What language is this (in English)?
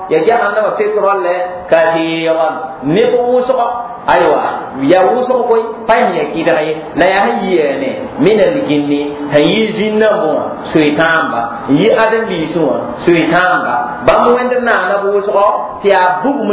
Mossi